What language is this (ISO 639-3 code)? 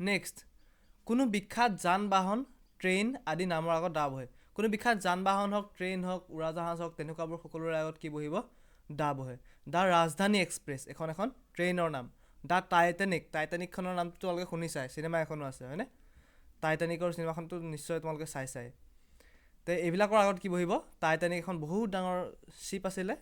asm